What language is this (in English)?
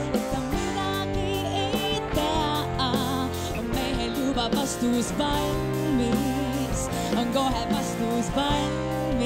Estonian